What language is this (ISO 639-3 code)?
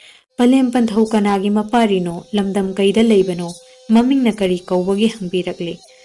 mni